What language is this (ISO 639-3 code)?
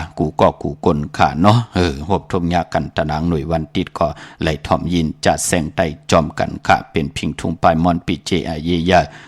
shn